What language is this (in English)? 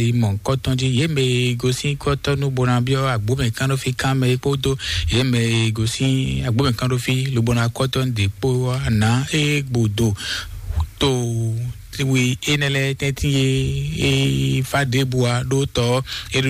Fon